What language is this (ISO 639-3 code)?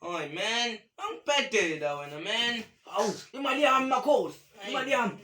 zul